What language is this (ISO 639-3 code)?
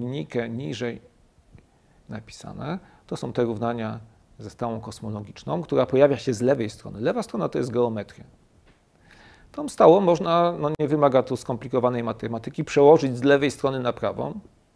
pol